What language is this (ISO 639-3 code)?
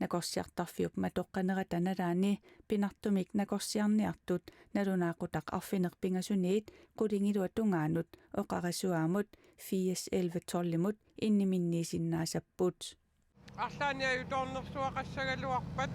kal